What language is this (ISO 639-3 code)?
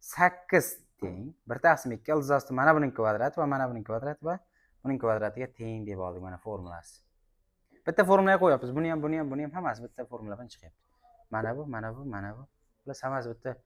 uzb